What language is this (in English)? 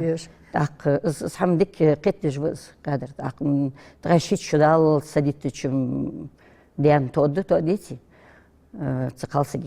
Ingush